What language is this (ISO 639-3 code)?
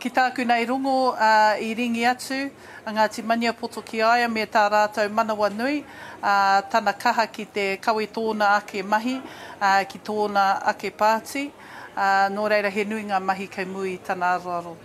mri